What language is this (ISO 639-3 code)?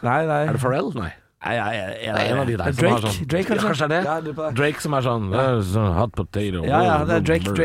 nor